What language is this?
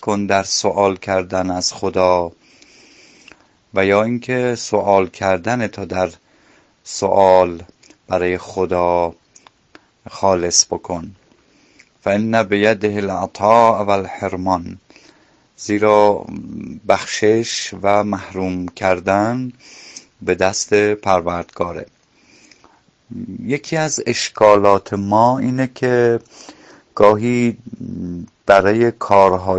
Persian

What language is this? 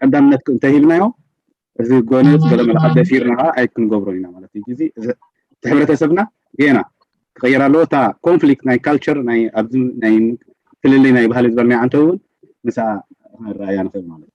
Tigrinya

